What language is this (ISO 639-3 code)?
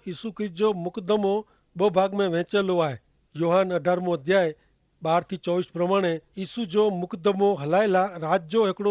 kfr